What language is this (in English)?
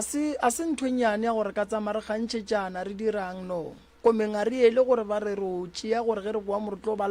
Northern Sotho